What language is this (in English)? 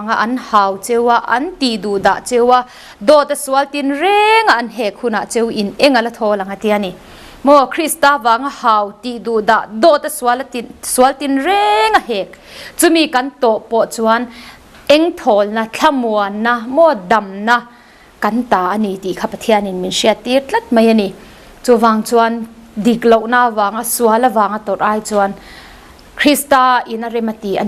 Mizo